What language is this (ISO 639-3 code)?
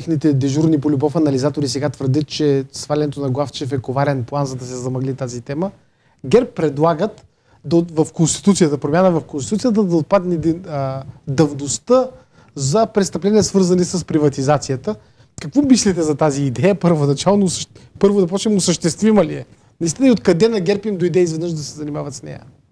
bul